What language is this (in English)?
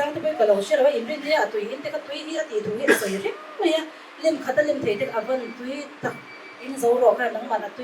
Mizo